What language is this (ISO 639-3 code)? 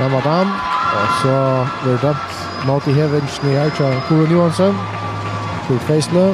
fao